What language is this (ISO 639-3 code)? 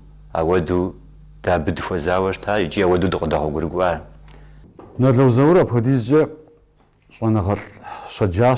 kbd